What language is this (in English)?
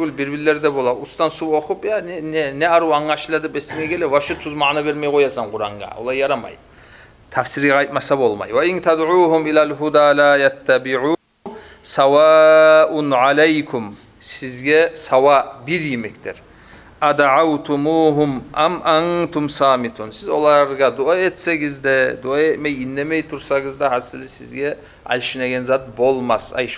Kumyk